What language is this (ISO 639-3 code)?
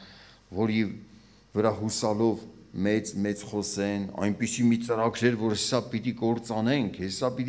hye